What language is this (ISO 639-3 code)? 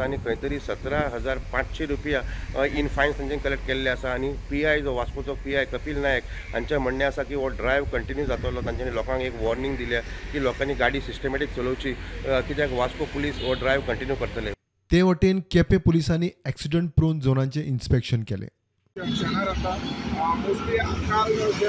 kok